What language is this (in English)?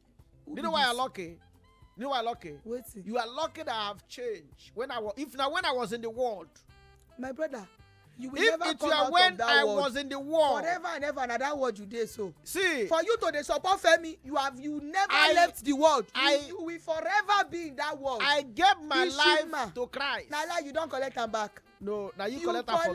Nigerian Pidgin